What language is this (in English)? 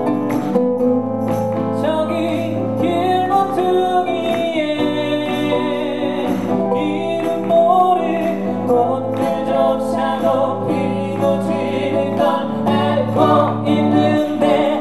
Korean